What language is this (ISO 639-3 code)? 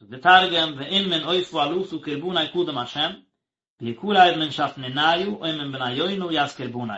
yid